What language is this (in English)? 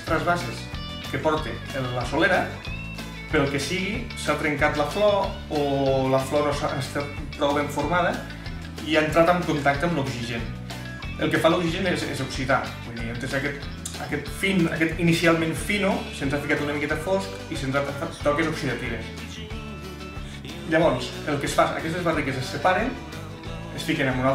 Catalan